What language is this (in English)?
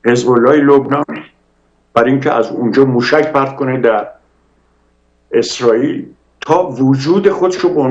Persian